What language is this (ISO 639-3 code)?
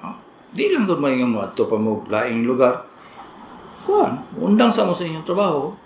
ceb